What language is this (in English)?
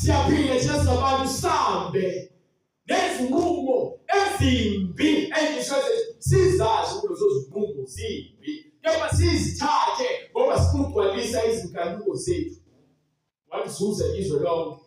Zulu